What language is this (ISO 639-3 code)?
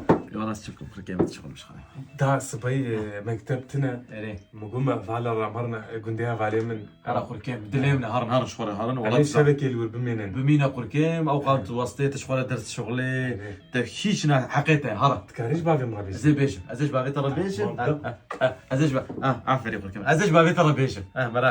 kur